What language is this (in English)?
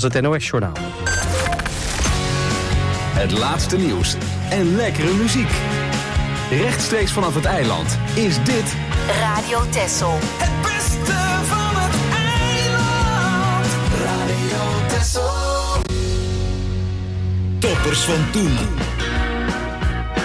Dutch